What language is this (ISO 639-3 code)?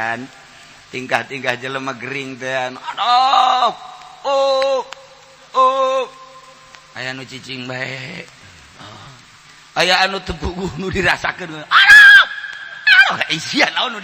sun